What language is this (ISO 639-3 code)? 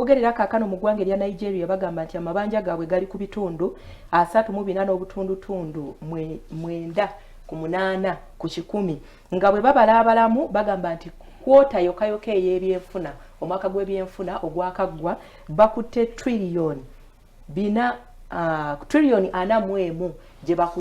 lug